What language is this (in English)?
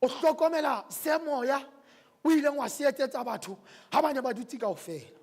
Southern Sotho